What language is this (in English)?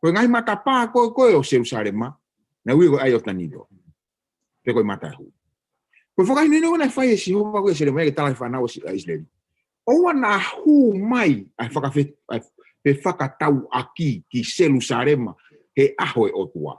Tongan